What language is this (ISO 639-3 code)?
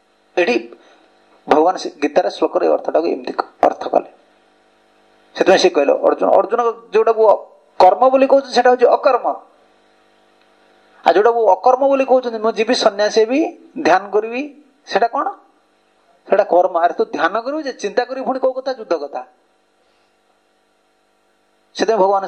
ori